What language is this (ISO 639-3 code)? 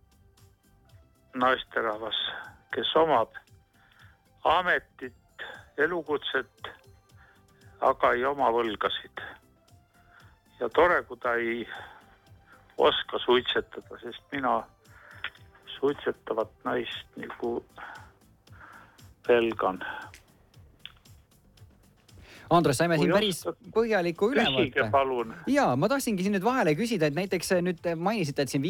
est